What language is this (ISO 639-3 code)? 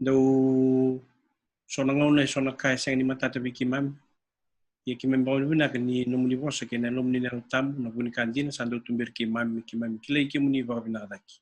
fij